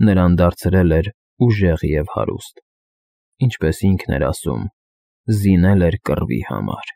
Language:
Armenian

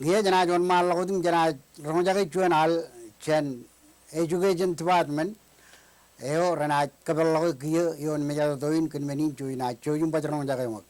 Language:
Marshallese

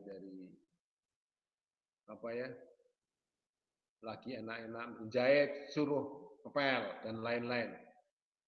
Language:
Indonesian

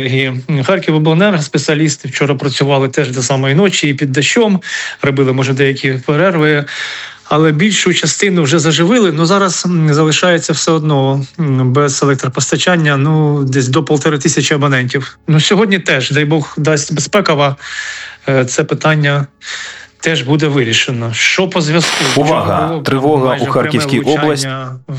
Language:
Ukrainian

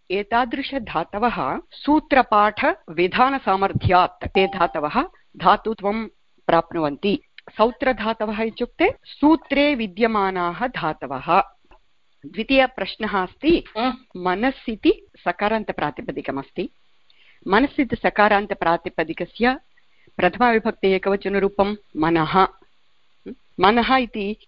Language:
Sanskrit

